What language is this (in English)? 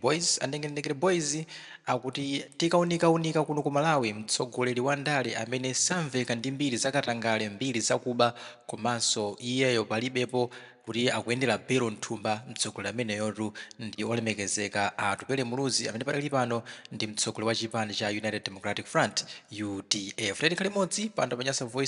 Nyanja